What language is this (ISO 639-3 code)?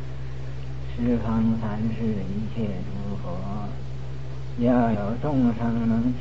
zho